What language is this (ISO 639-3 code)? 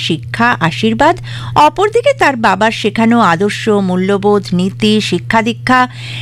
ben